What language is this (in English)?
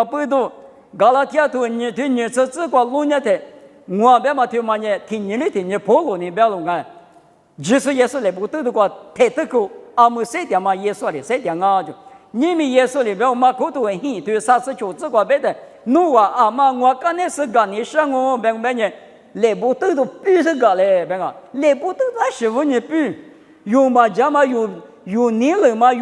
Lisu